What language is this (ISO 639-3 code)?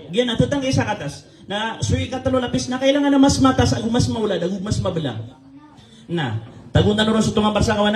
mrw